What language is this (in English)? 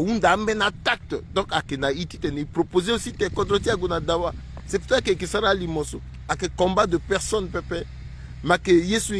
Sango